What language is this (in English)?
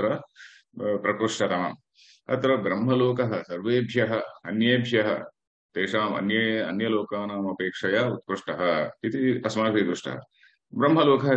Sanskrit